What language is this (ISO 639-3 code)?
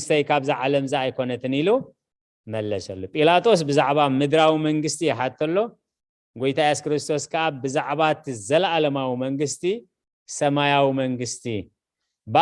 tir